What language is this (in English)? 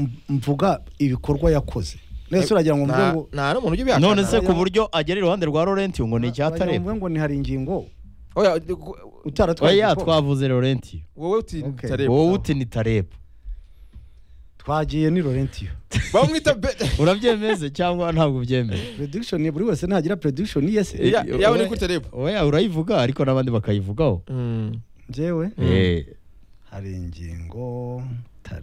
Kinyarwanda